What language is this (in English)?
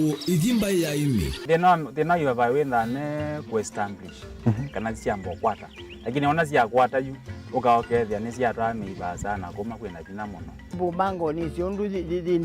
Kamba